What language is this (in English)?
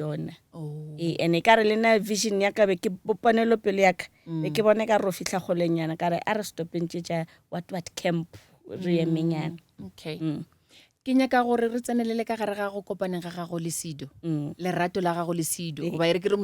Northern Sotho